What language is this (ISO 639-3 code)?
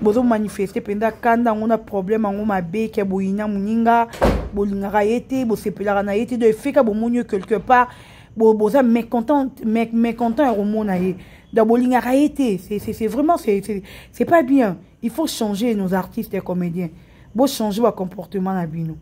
lin